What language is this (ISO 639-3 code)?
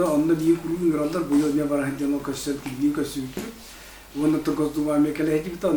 sah